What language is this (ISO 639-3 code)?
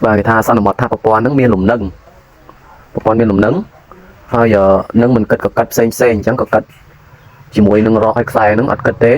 khm